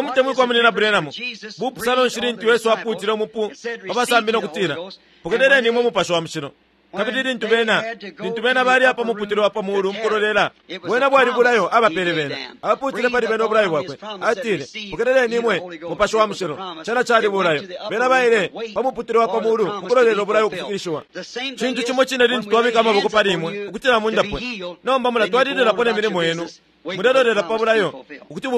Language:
Bemba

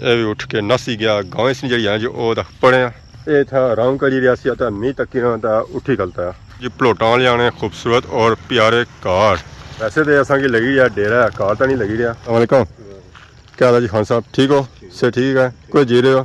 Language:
Pahari-Potwari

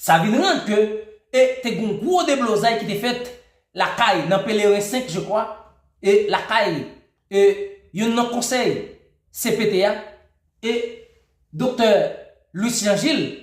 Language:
Haitian Creole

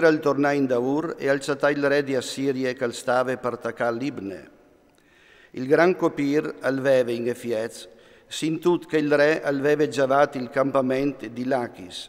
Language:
Friulian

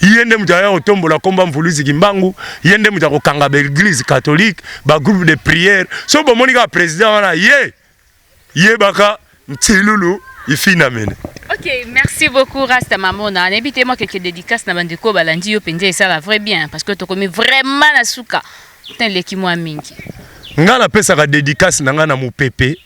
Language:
Lingala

